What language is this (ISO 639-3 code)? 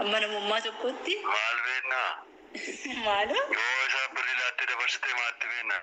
orm